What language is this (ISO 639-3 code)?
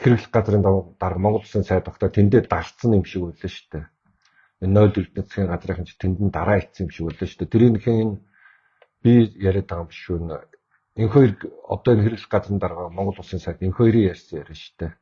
mon